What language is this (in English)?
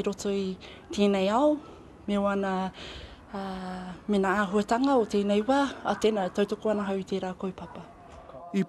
Māori